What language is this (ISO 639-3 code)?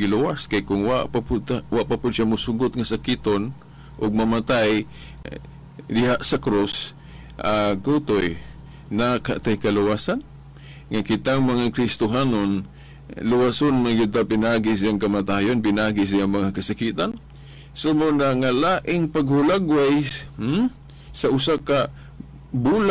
ceb